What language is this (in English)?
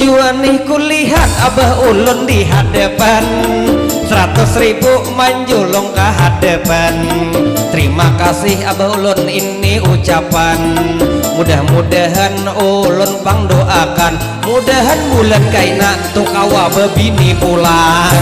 Banjar